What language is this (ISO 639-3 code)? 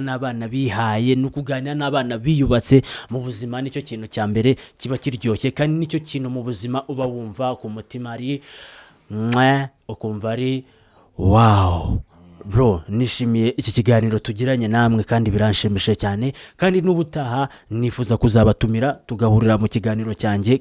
kin